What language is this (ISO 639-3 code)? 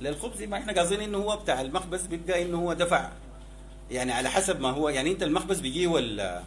apd